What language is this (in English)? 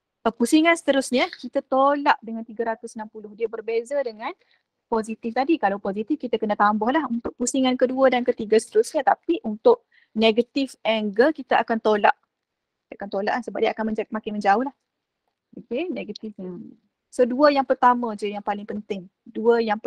Malay